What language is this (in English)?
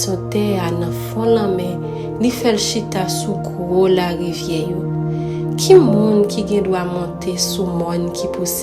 Haitian Creole